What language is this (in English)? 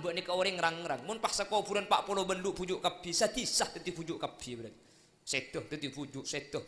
Madurese